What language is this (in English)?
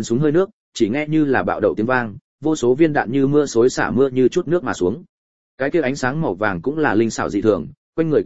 Vietnamese